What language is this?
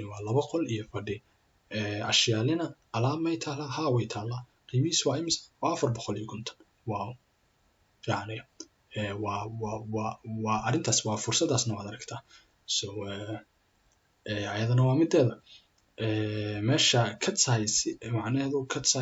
Somali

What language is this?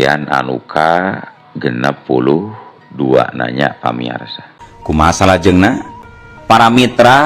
Sundanese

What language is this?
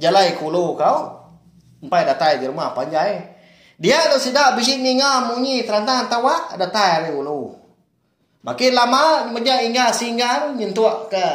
Iban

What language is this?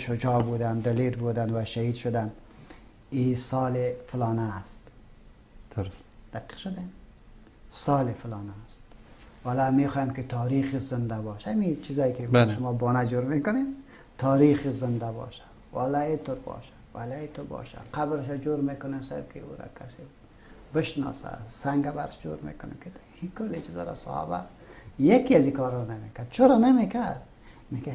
Persian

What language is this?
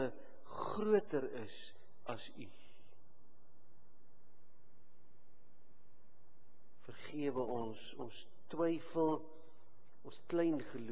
Afrikaans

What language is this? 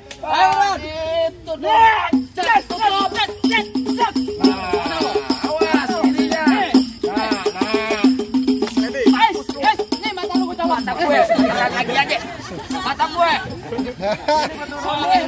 Betawi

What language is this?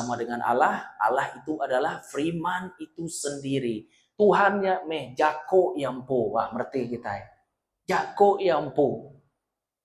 Iban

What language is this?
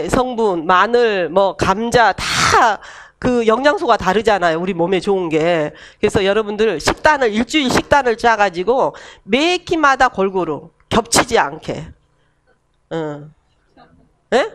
Korean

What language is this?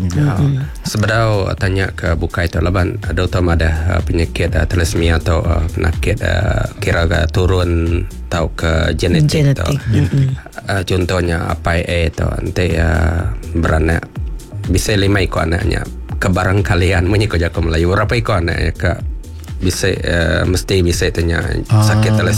Malay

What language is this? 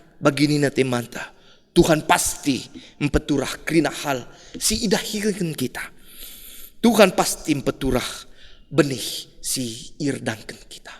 Batak Karo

